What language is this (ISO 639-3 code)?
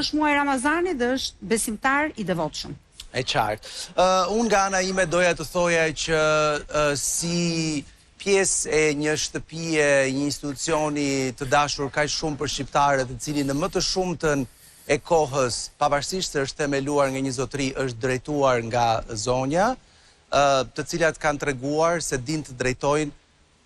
sqi